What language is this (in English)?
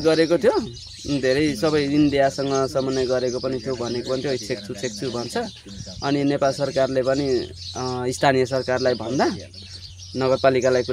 Nepali